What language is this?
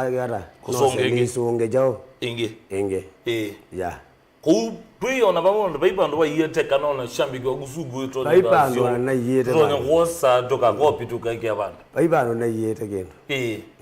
Kamba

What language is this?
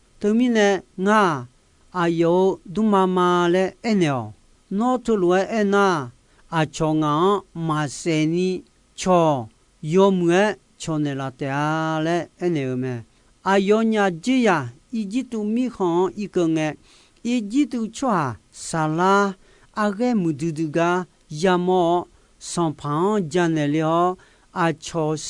Akha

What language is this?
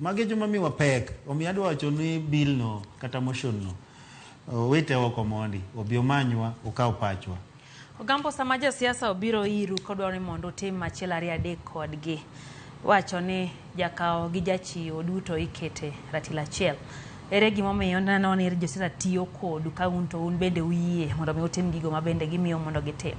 Luo (Kenya and Tanzania)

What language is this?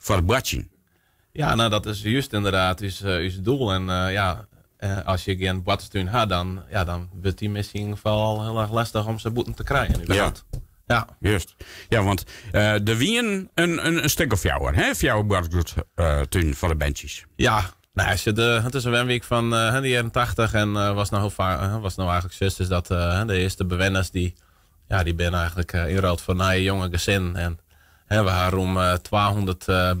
Western Frisian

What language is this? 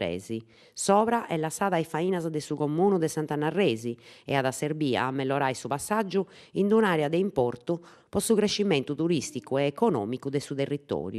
Sardinian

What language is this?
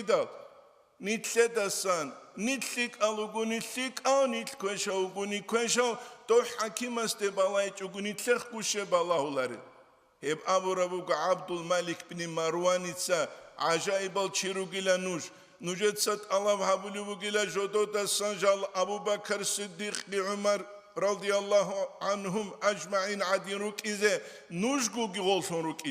Avaric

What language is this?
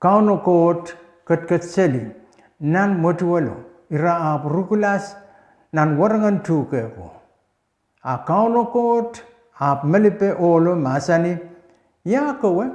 Pohnpeian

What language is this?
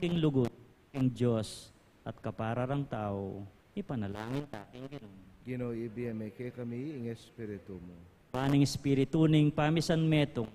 Pampanga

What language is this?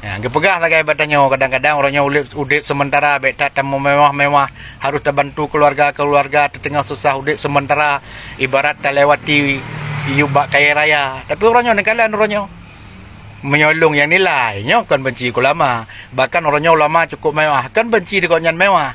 Achinese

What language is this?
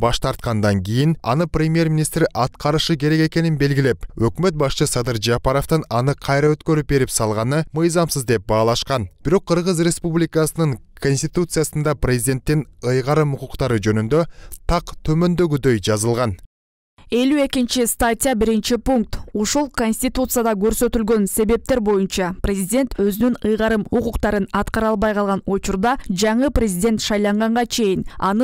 Kyrgyz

